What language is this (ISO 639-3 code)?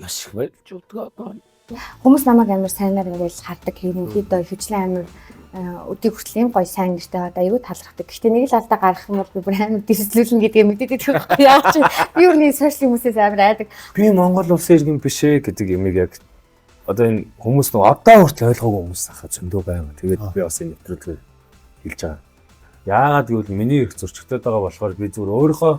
mon